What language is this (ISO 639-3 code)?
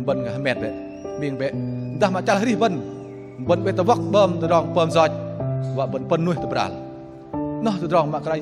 bdq